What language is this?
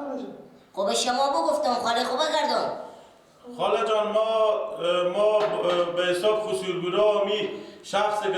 Persian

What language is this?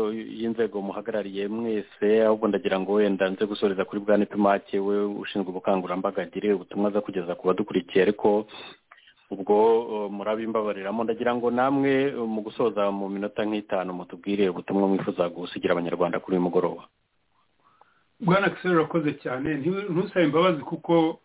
Kinyarwanda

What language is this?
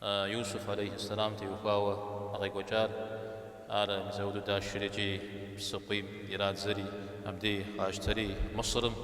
Kabardian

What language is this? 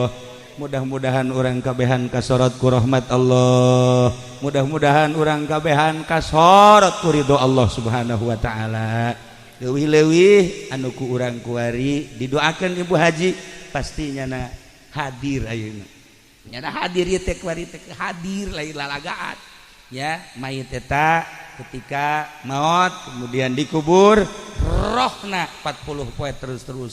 Sundanese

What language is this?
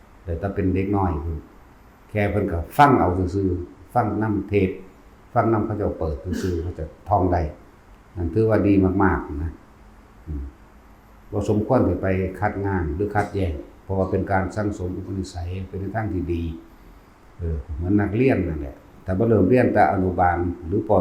Northeastern Thai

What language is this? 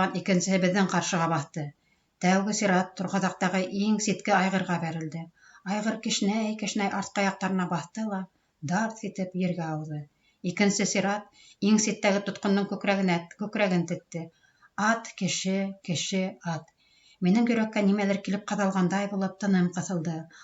Bashkir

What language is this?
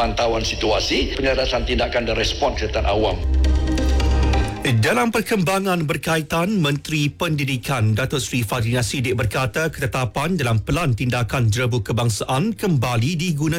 Malay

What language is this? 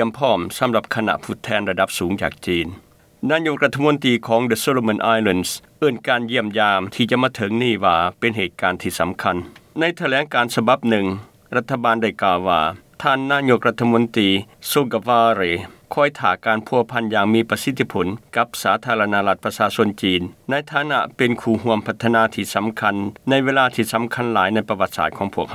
Lao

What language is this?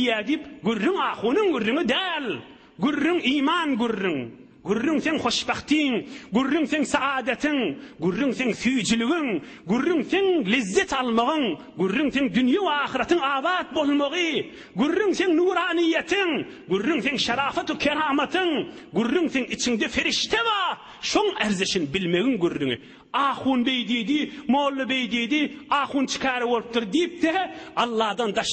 Turkmen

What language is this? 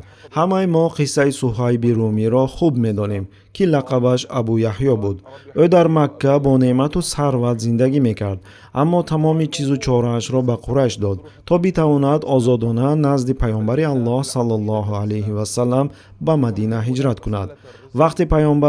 Tajik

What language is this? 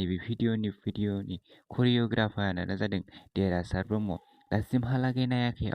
Bodo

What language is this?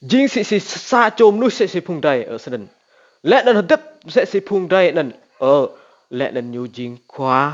Rade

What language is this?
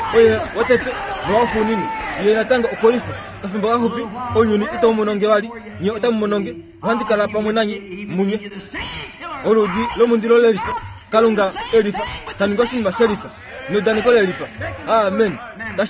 Kuanyama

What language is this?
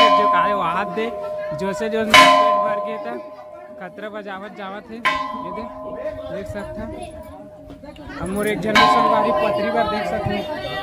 Chhattisgarhi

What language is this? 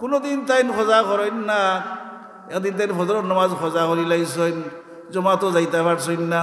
Sylheti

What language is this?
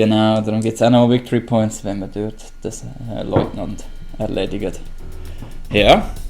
Swiss German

